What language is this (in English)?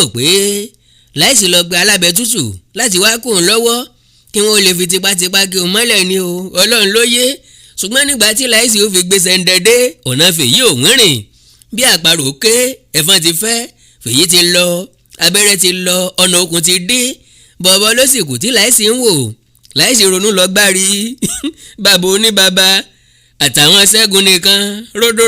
Yoruba